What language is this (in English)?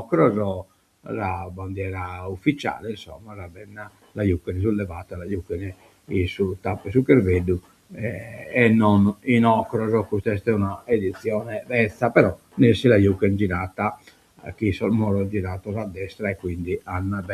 Sardinian